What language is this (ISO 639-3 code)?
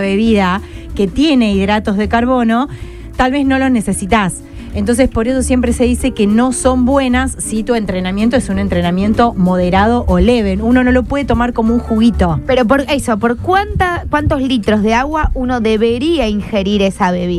spa